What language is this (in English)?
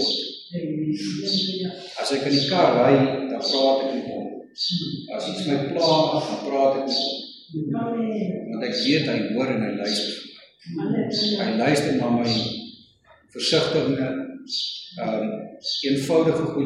Afrikaans